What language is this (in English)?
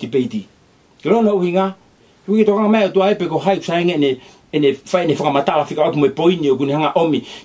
Tongan